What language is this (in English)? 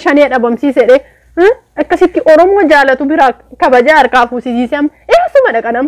Oromo